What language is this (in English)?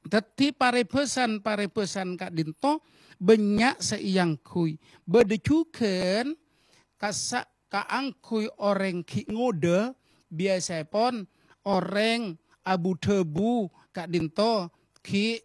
Madurese